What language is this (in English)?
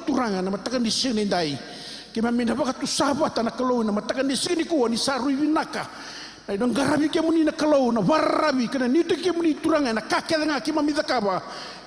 Fijian